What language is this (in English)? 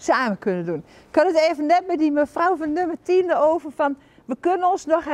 Dutch